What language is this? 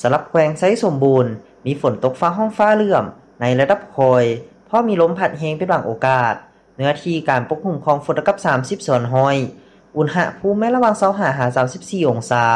Lao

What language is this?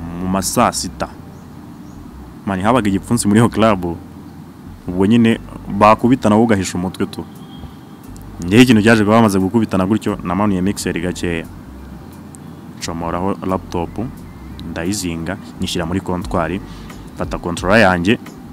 Kinyarwanda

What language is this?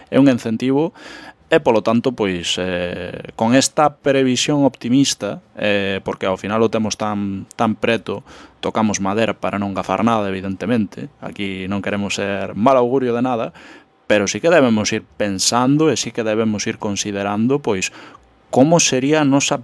Galician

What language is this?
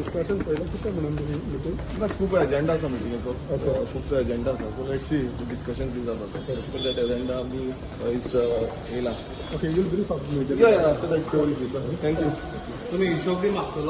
Konkani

